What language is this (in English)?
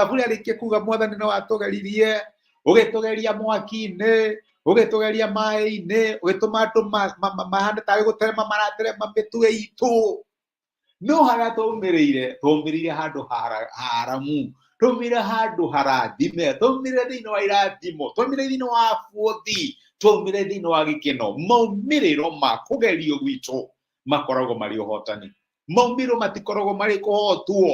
Kikuyu